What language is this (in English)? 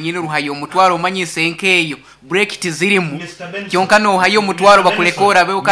Nyankole